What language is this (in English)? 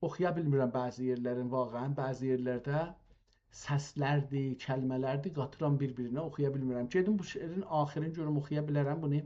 South Azerbaijani